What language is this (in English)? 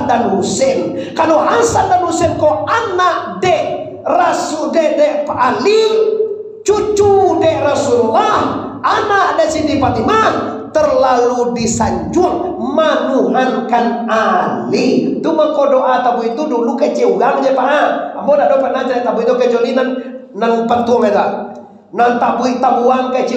Minangkabau